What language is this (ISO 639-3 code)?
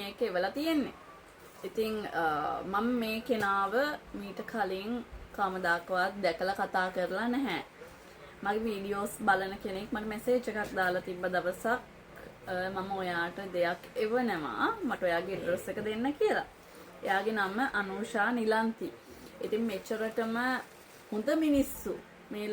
sin